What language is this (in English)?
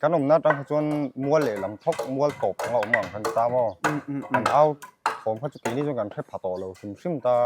Mizo